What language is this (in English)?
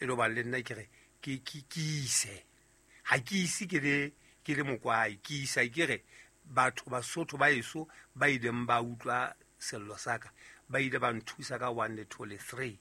Southern Sotho